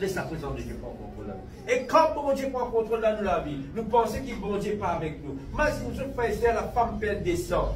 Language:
Morisyen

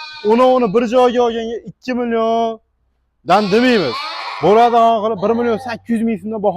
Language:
Uzbek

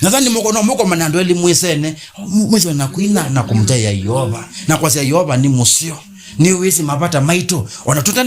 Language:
Kamba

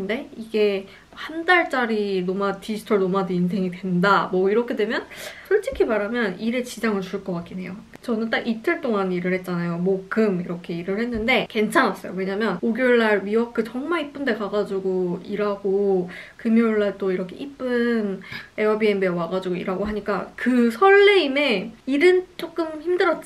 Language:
Korean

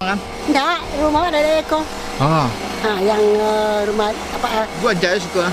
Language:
Minangkabau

